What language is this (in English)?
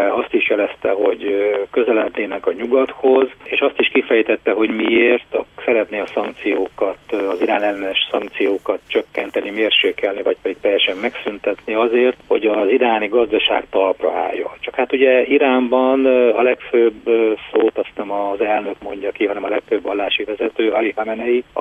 Hungarian